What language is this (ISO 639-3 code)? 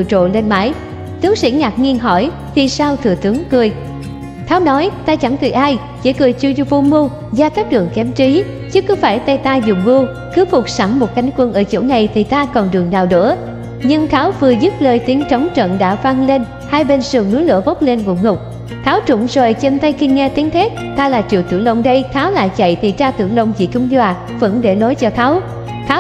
vie